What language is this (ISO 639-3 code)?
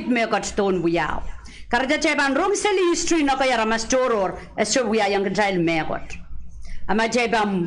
pon